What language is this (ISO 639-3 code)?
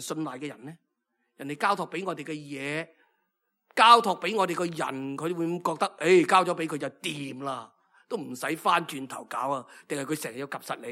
yue